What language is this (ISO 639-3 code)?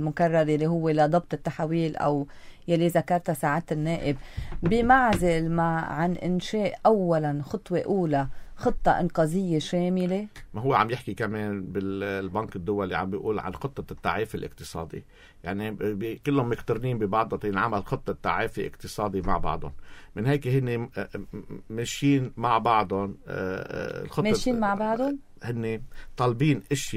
apc